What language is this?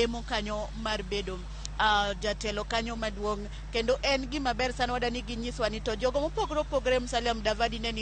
Luo (Kenya and Tanzania)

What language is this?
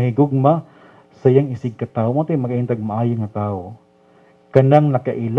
Cebuano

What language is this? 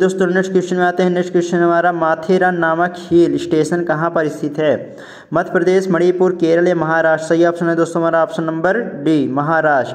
Hindi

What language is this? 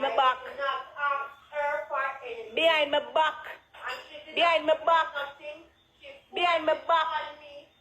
Jamaican Creole English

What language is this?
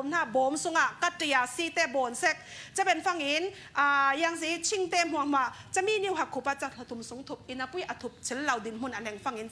Falam Chin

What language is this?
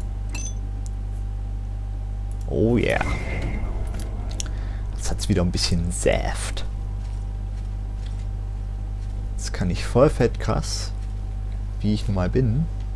German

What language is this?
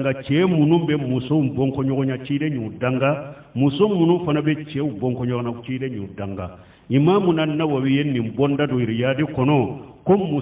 Bambara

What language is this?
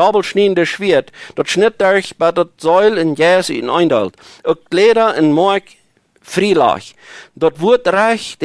Plautdietsch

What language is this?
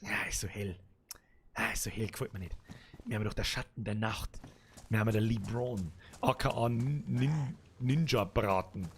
Bavarian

